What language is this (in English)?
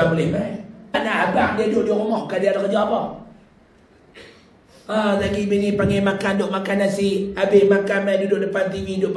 Malay